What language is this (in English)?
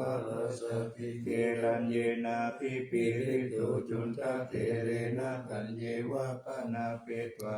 Pali